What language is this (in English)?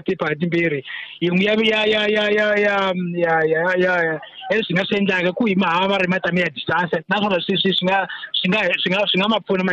Tsonga